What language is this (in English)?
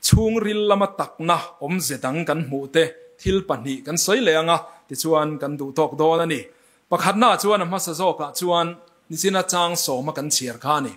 Mizo